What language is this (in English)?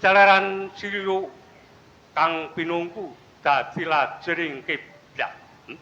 Javanese